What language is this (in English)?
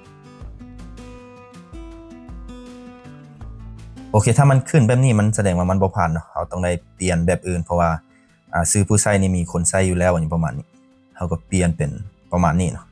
Lao